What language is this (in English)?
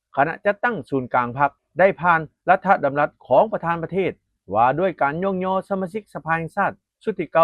Lao